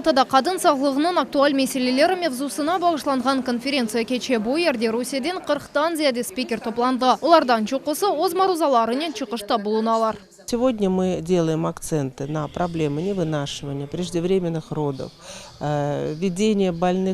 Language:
Crimean Tatar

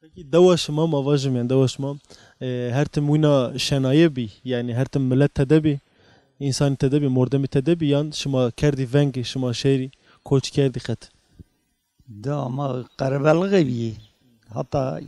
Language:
Zaza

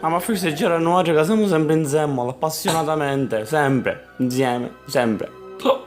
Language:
Sicilian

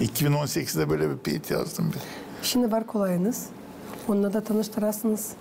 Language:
Gagauz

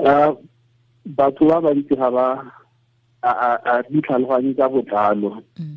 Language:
Tswana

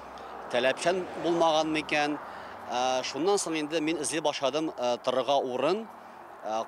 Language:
Tatar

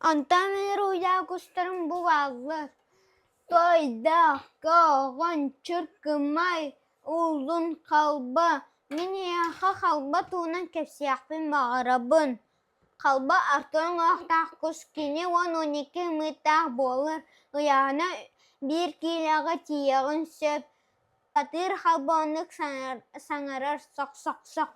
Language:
Yakut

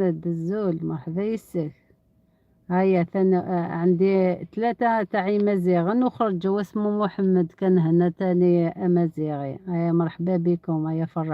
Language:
Algerian Arabic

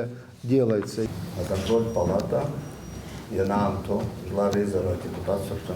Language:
Abkhazian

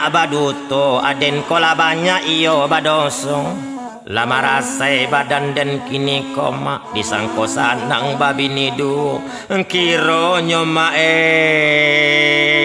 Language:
Minangkabau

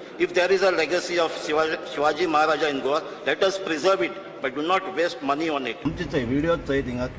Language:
Konkani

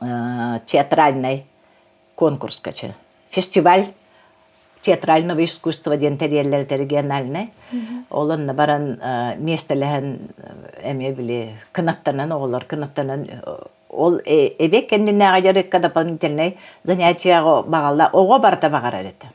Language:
Yakut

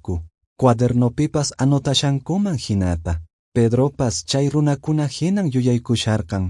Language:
Quechua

